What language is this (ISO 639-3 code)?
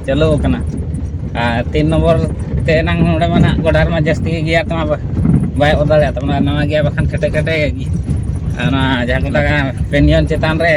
sat